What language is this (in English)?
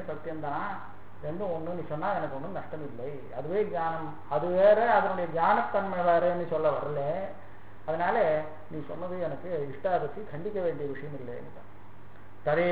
Tamil